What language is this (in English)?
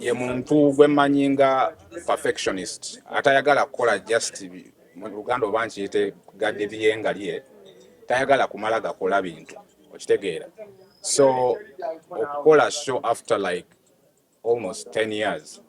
Ganda